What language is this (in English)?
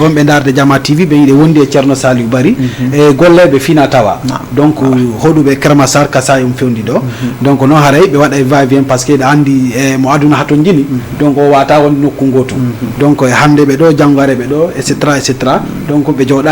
Fula